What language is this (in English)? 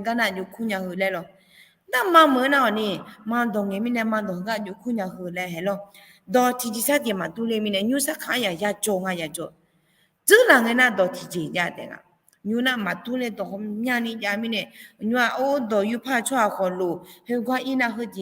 Akha